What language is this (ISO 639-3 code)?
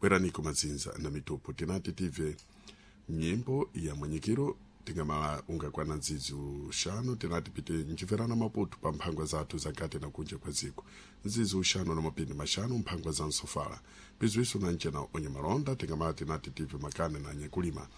seh